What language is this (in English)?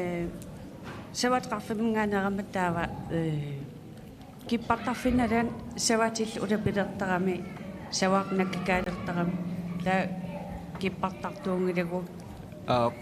Kalaallisut